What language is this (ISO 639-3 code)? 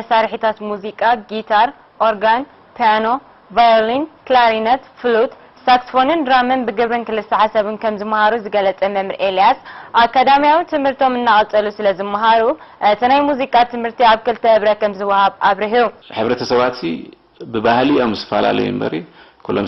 tir